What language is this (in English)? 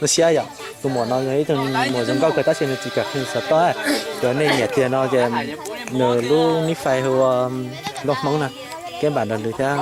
Hmong